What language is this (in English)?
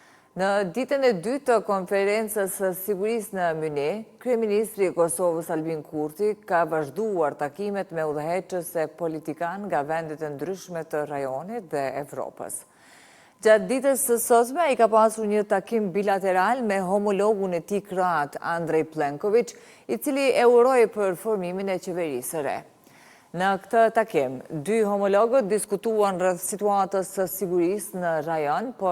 Albanian